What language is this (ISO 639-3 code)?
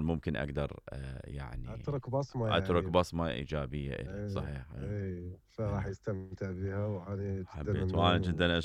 acm